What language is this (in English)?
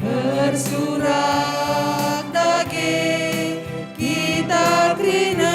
Batak Karo